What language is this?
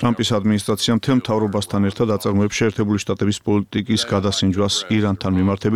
Georgian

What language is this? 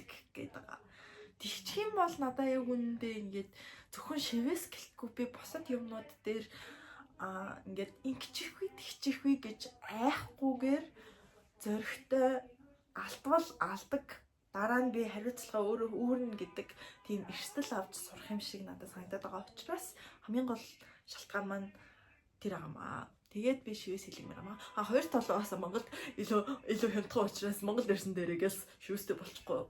Mongolian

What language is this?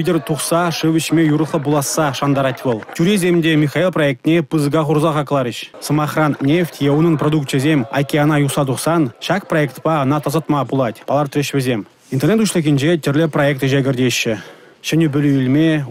Chuvash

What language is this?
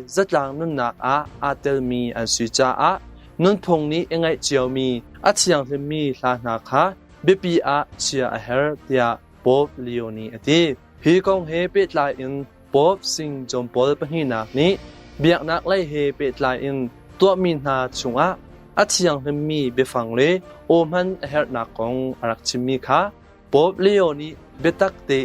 Hakha Chin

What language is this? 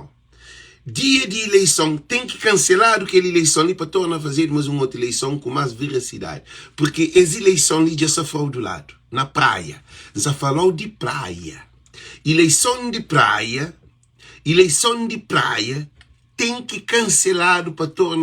Kabuverdianu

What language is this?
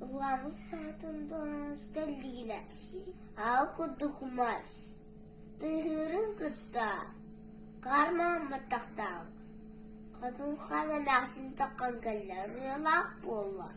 Yakut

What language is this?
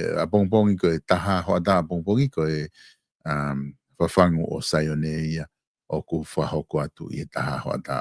Tongan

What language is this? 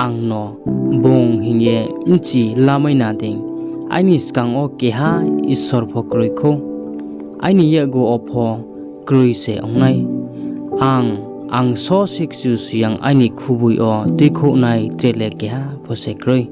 Riang (India)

